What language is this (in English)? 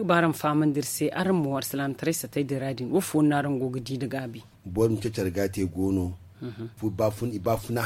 Zarma